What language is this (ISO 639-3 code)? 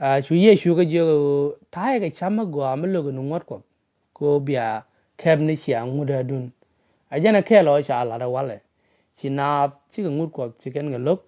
nus